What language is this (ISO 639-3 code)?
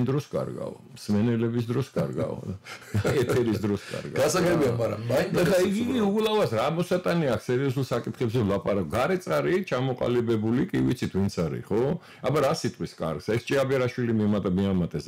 kat